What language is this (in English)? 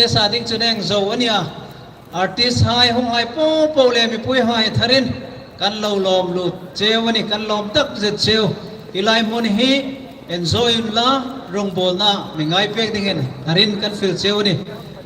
Hmar